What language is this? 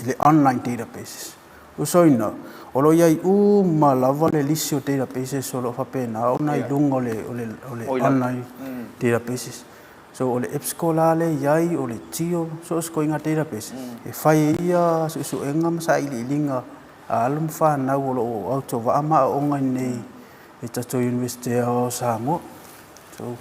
Samoan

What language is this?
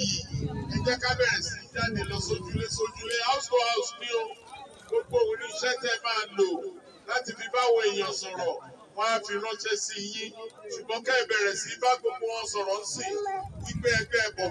Yoruba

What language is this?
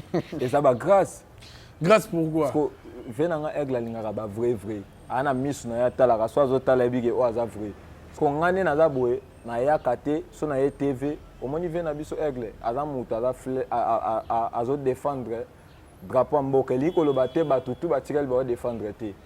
Lingala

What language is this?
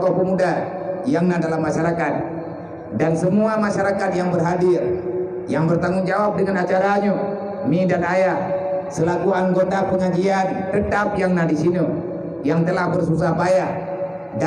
Achinese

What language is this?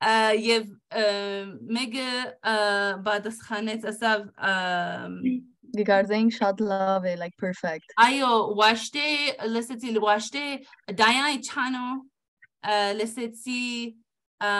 Armenian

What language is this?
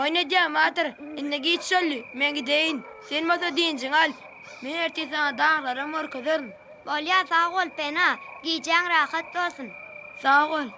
Turkmen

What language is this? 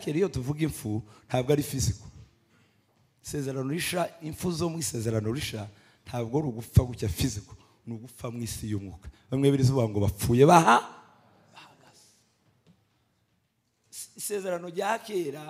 Kinyarwanda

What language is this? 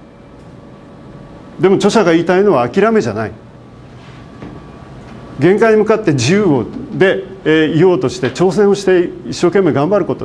Japanese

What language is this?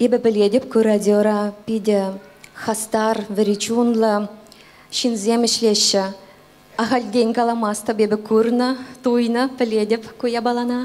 Chuvash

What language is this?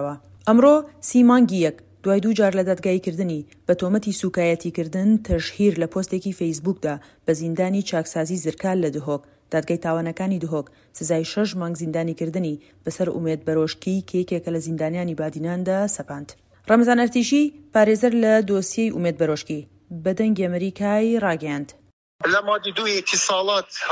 Central Kurdish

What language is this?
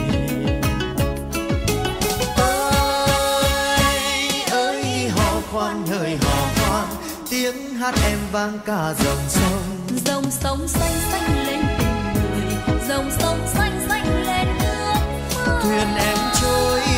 Vietnamese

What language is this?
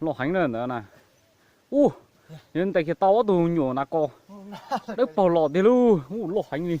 Hmong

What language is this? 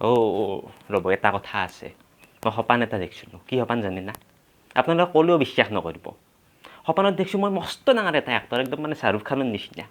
Assamese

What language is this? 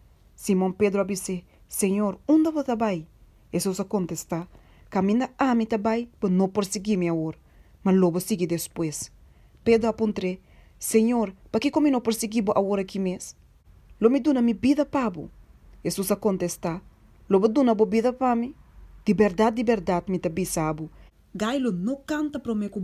Papiamento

